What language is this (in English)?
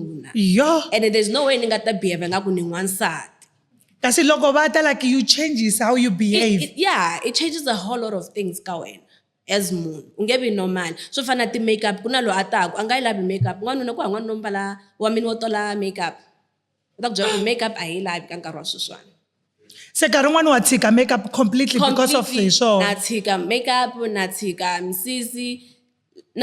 Tsonga